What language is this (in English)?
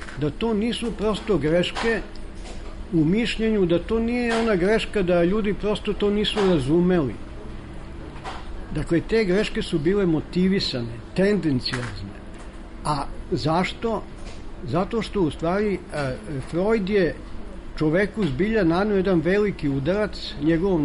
Serbian